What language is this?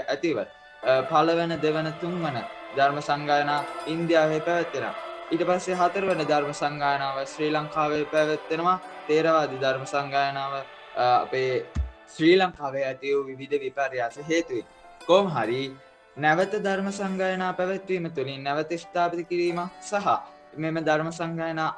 Sinhala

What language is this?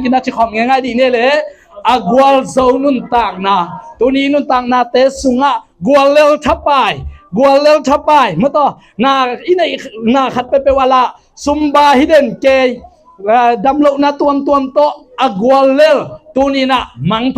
Tedim Chin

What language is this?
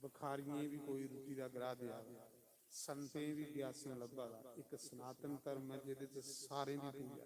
Dogri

